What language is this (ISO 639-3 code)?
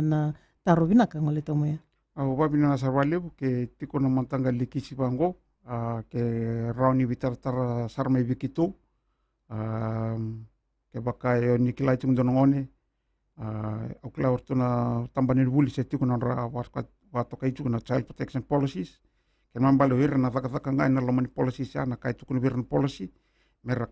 fij